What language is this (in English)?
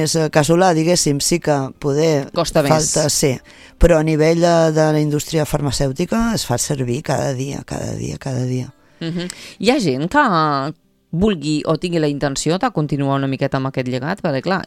Catalan